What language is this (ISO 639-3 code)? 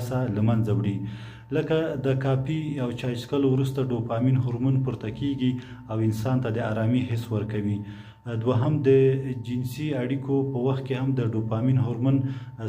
pus